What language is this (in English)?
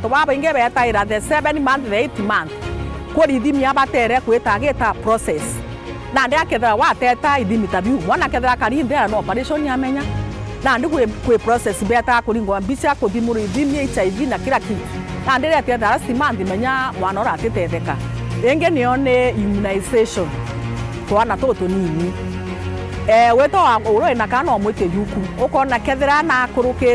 Meru